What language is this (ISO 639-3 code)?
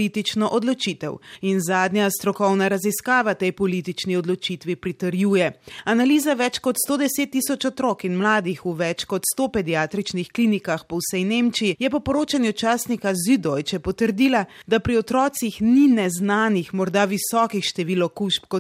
slv